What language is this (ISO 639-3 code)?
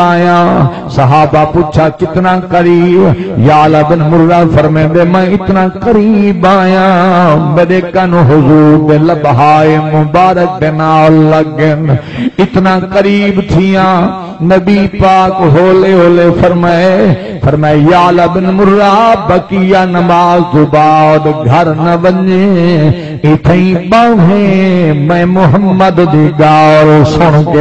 skr